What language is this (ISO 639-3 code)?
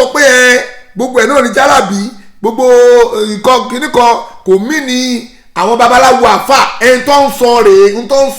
yor